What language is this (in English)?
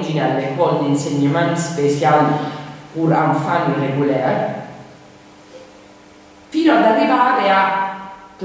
Italian